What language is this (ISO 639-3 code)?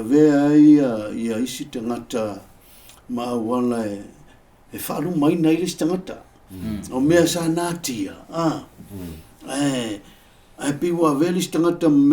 smo